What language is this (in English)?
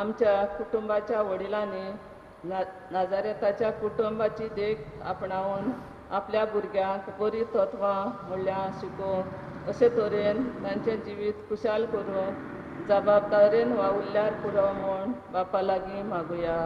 Konkani